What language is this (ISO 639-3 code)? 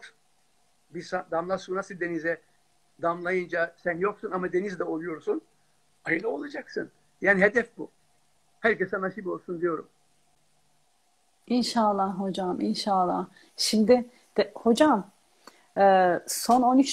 tur